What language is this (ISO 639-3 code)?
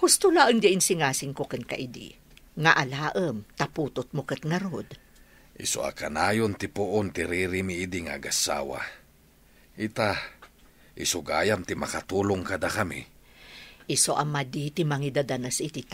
ilo